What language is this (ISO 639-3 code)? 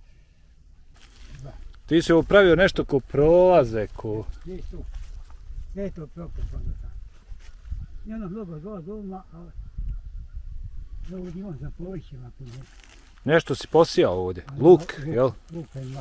bos